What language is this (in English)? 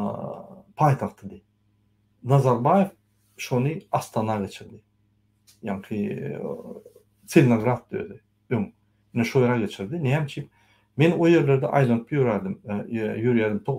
Turkmen